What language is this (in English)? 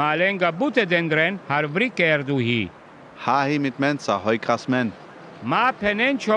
Sinte Romani